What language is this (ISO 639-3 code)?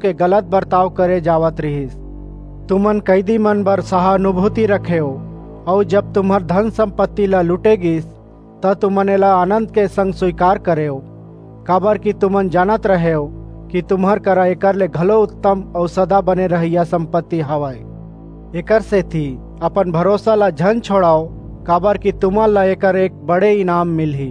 hne